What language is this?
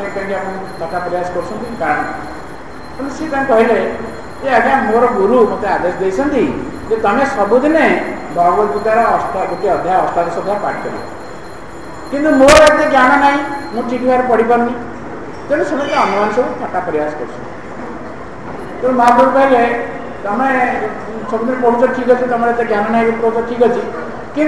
Odia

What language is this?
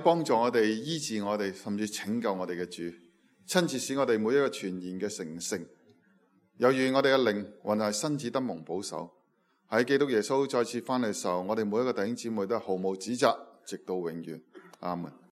Cantonese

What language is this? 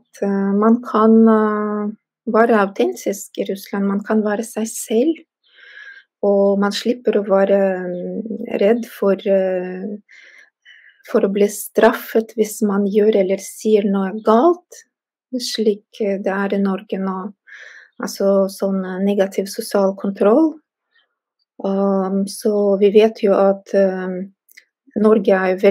Norwegian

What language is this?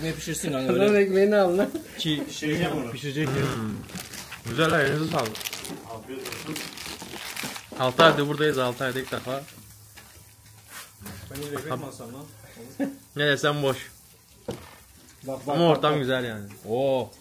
Turkish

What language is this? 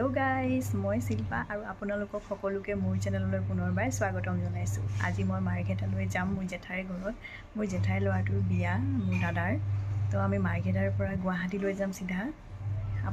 Assamese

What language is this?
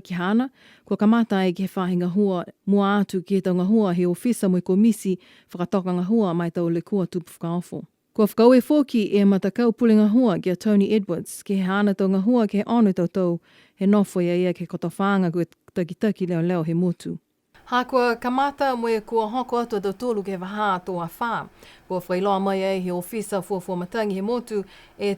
Niuean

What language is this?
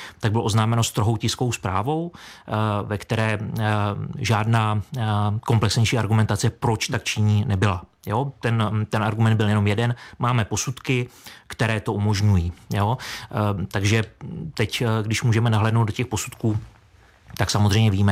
Czech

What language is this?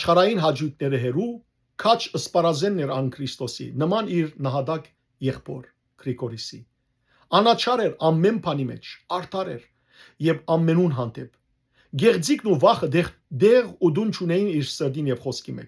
Western Armenian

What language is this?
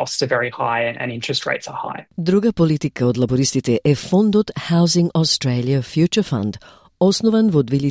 Macedonian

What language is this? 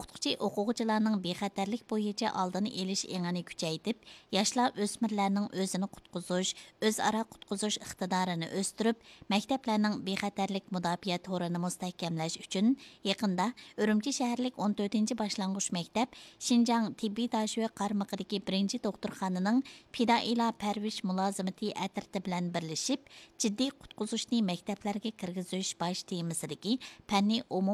Uyghur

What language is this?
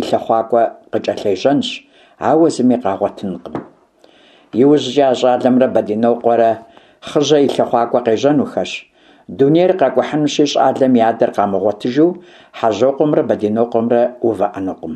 Kabardian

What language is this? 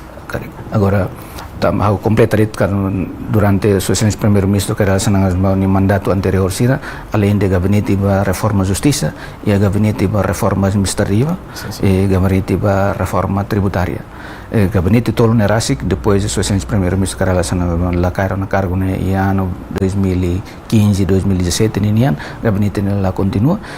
Tetum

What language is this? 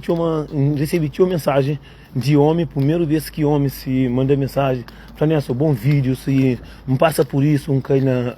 Kabuverdianu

